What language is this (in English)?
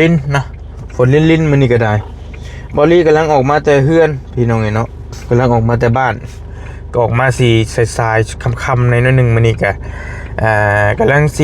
Northeastern Thai